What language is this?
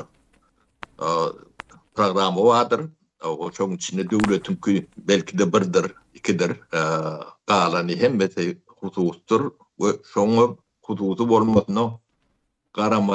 Turkmen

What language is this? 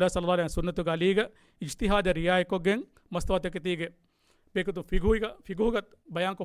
Divehi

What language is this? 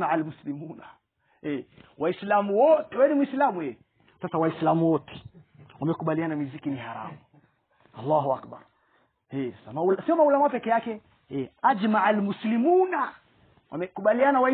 Swahili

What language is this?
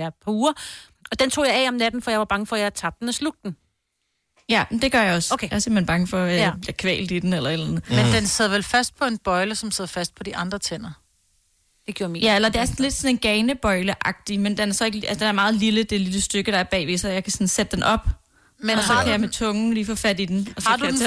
Danish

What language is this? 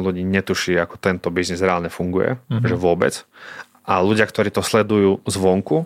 Slovak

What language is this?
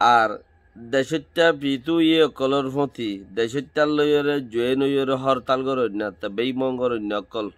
Rohingya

